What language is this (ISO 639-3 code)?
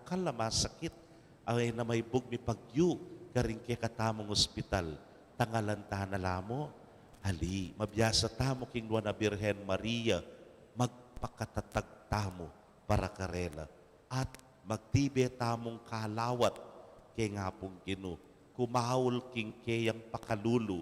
pam